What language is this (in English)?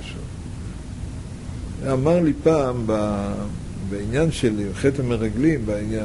Hebrew